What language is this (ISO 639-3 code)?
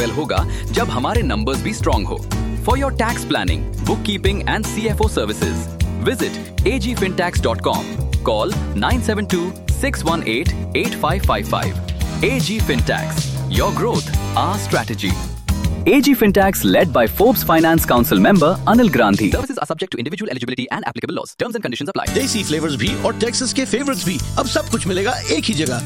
hin